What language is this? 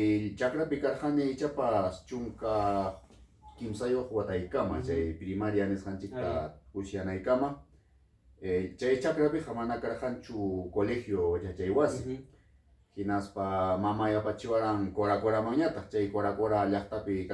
Ayacucho Quechua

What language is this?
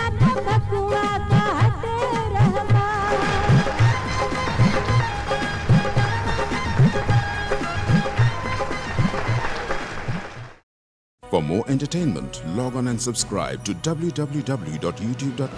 Bhojpuri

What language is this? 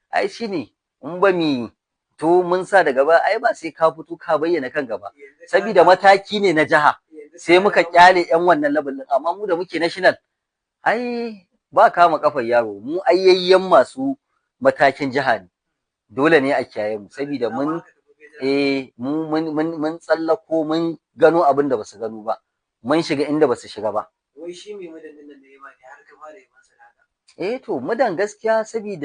Hausa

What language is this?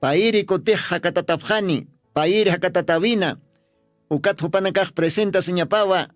Aymara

